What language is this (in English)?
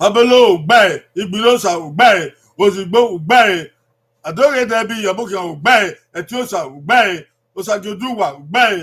Bini